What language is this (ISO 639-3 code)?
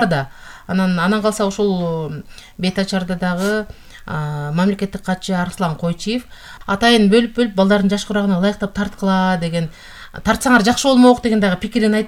kir